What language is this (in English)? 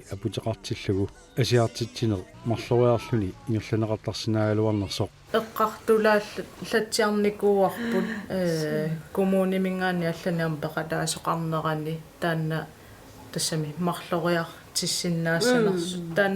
Kalaallisut